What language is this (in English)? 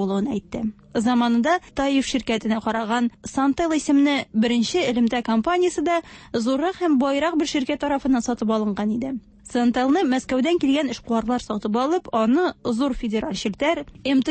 Tatar